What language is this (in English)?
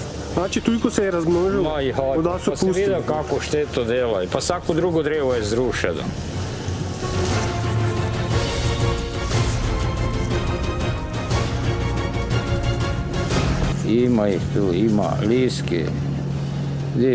Croatian